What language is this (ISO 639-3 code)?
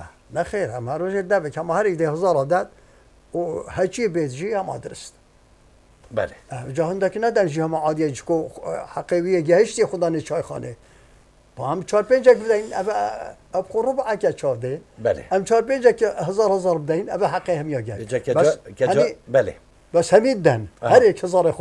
fas